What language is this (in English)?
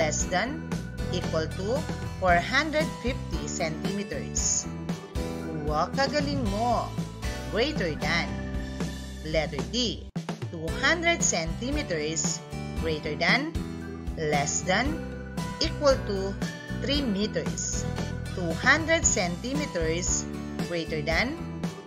Pampanga